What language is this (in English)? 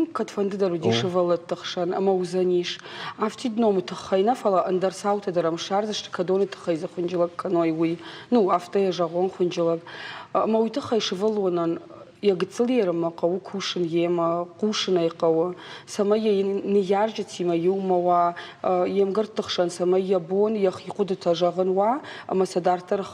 Ossetic